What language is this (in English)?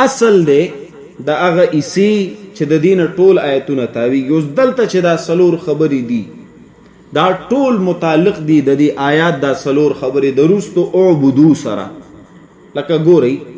Pashto